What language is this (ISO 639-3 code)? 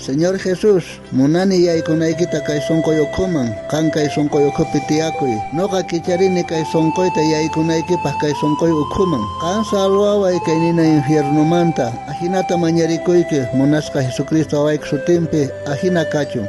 quh